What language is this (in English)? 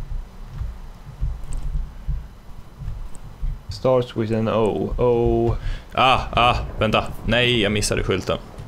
Swedish